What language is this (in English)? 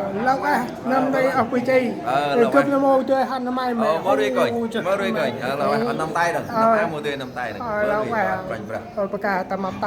Central Mnong